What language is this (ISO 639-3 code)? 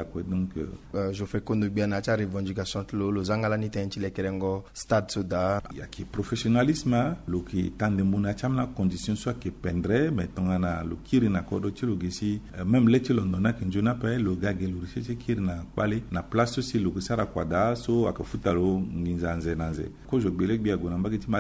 sag